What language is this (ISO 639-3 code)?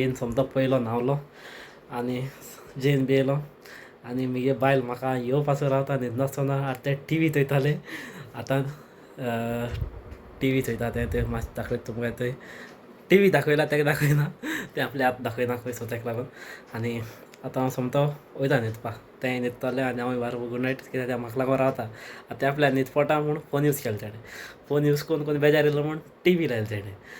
kok